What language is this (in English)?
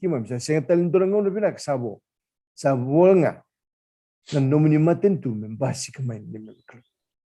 Fijian